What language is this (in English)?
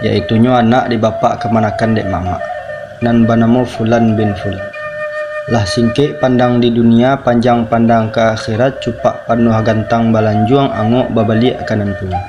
Minangkabau